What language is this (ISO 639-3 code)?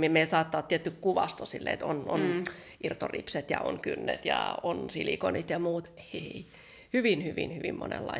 fin